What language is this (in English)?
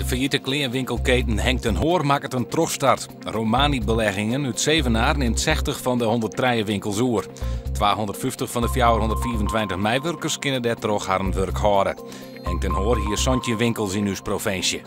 Western Frisian